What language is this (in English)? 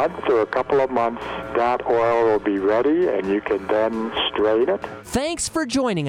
English